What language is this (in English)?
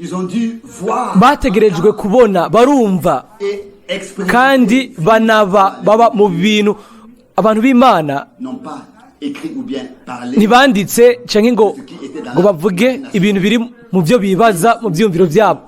Rundi